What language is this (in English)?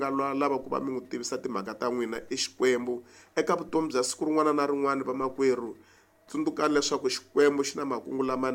Tsonga